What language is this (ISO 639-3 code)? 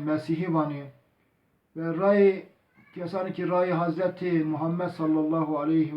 zza